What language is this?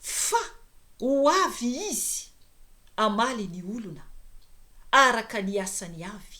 Malagasy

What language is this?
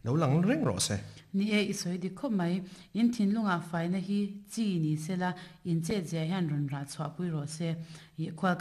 Mizo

